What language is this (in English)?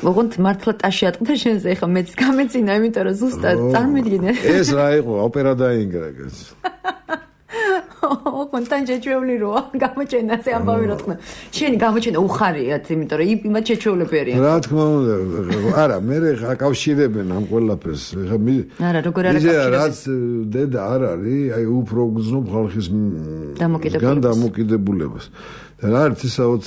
Georgian